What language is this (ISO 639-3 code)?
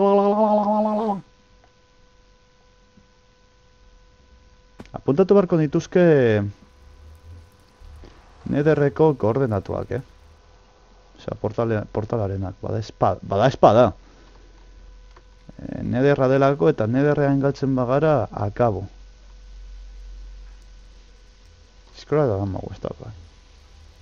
eus